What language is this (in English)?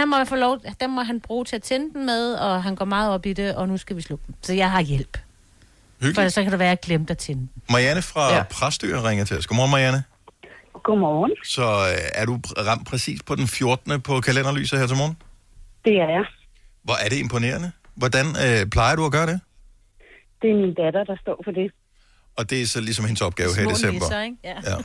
Danish